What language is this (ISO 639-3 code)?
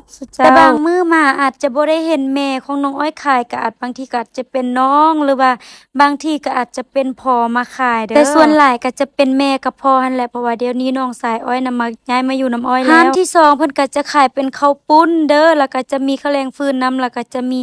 lao